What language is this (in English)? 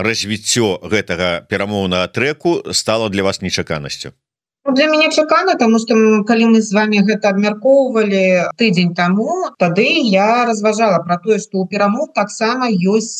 Belarusian